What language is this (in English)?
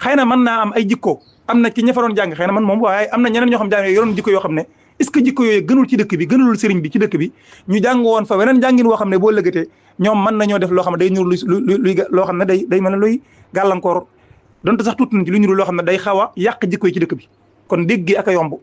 Wolof